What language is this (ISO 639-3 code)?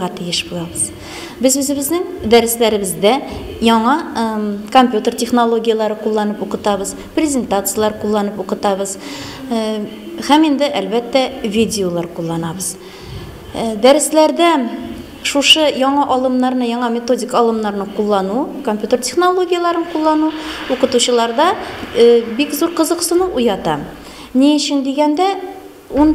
tat